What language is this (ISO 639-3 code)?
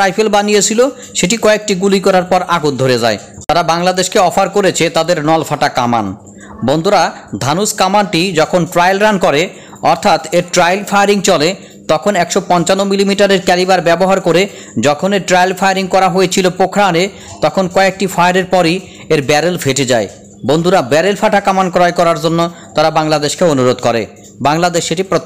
ben